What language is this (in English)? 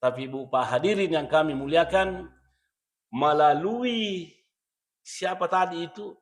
Buginese